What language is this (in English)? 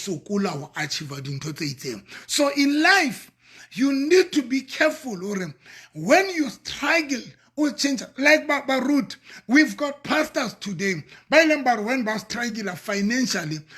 Southern Sotho